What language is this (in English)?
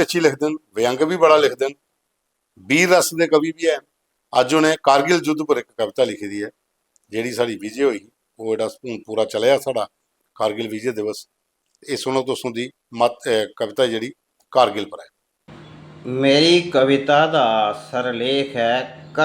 Dogri